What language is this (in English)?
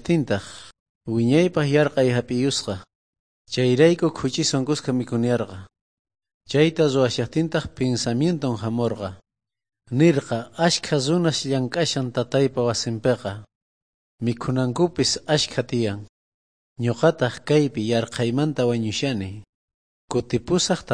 South Bolivian Quechua